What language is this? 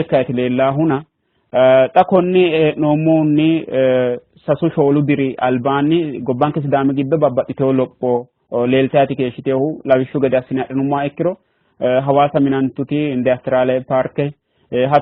Sidamo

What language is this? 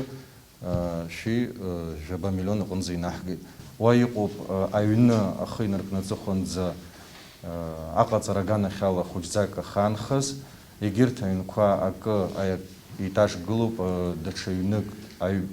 Abkhazian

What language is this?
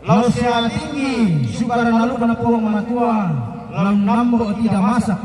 Toraja-Sa'dan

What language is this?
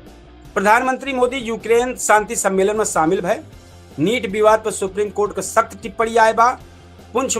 Awadhi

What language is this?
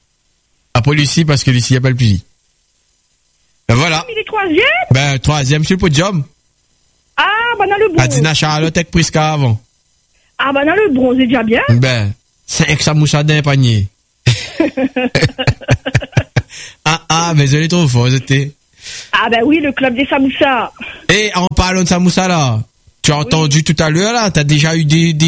French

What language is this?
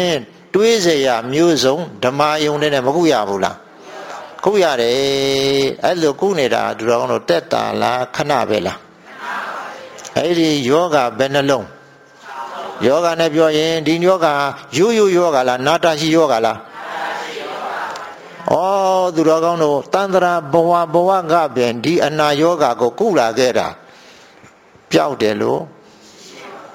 Burmese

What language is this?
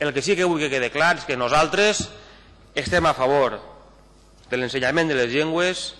Catalan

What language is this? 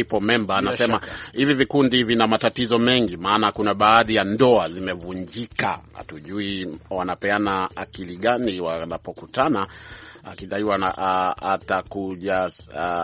Swahili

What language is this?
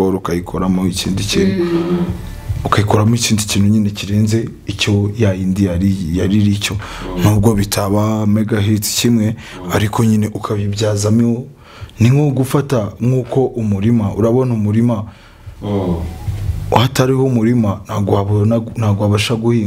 Kinyarwanda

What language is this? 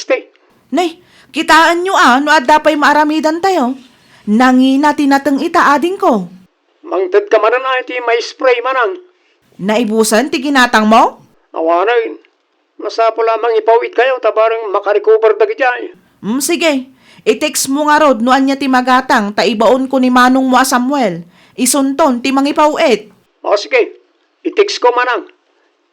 Iloko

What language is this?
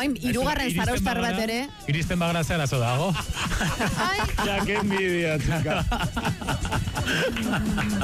Basque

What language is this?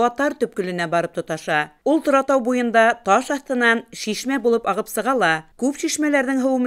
Bashkir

